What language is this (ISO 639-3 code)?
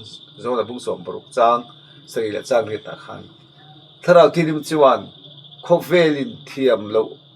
lus